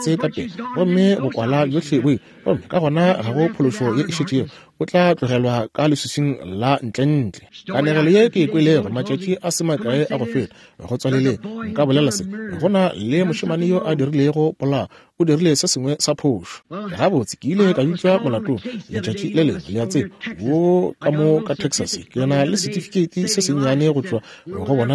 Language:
Northern Sotho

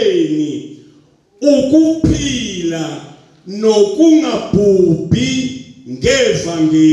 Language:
Zulu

